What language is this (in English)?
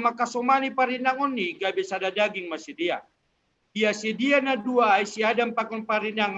Batak Simalungun